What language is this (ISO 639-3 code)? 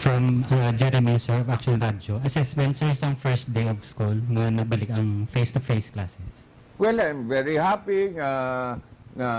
hil